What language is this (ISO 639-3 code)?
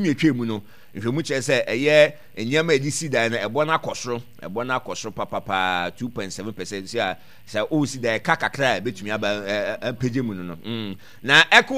aka